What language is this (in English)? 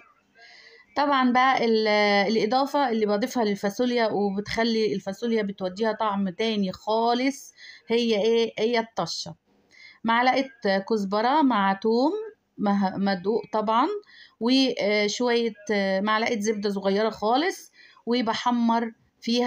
Egyptian Arabic